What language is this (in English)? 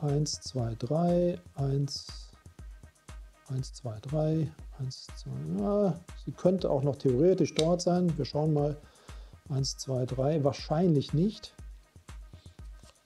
German